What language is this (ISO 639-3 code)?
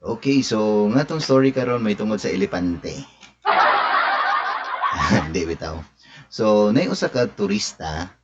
ceb